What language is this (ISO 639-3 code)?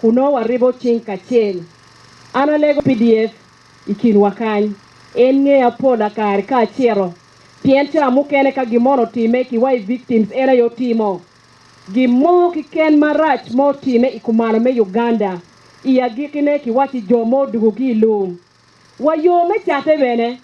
ach